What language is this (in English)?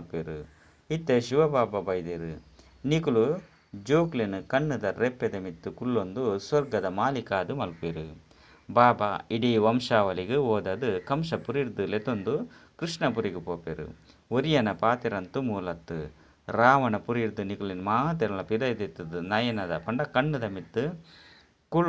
Tulu